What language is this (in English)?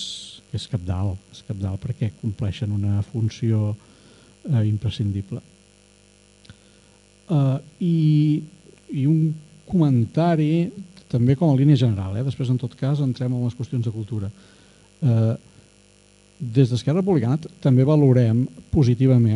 Catalan